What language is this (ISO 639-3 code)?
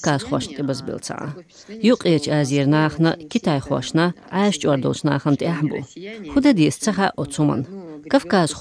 che